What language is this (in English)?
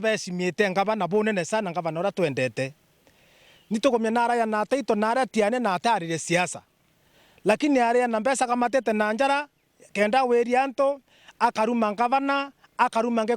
Meru